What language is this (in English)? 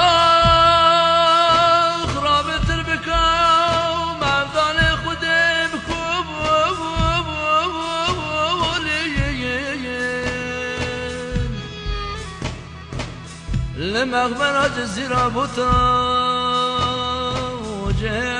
Persian